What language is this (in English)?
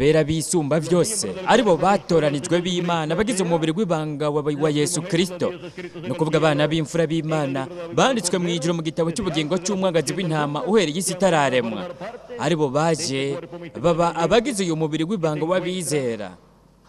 Rundi